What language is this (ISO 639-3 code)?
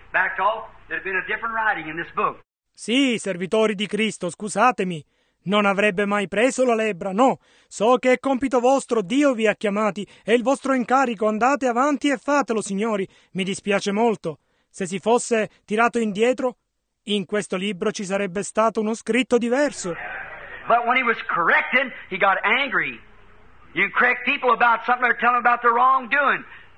ita